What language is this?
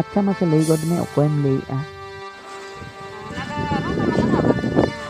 Santali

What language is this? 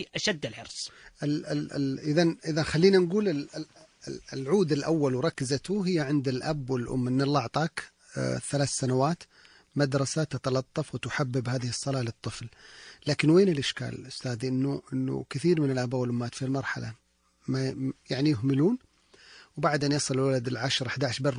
Najdi Arabic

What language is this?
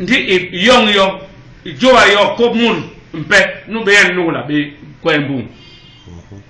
Basaa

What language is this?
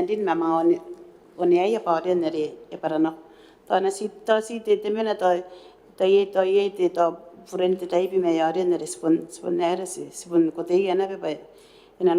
Gilbertese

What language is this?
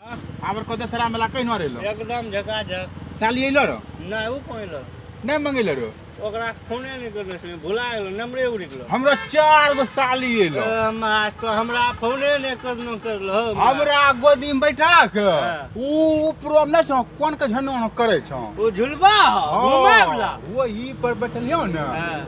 Maithili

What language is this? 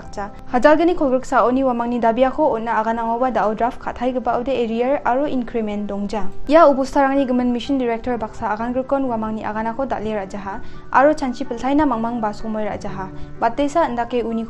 Garo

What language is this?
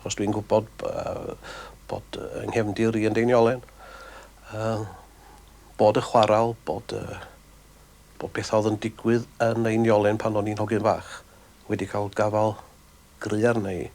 Welsh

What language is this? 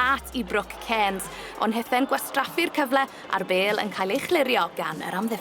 Welsh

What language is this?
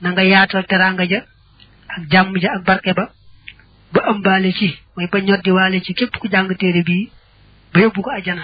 Wolof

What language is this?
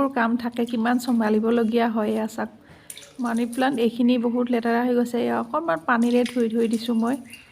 Assamese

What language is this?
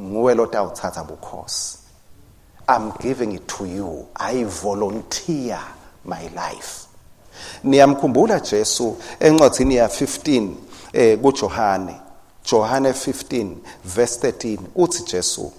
Swati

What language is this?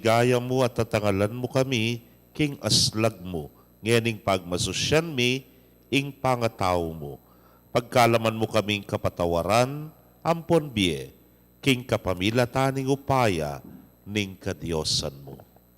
Pampanga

